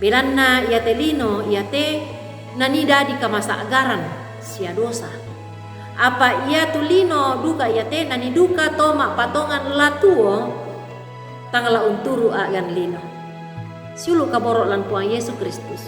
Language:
Toraja-Sa'dan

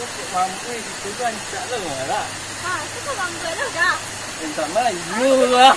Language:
Minangkabau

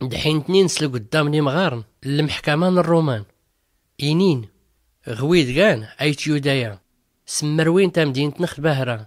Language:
Tachelhit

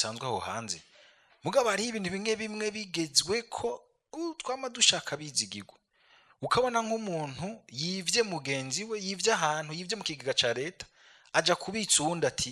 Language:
Rundi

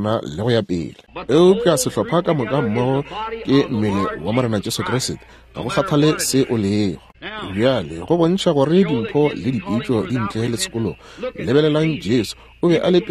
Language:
Northern Sotho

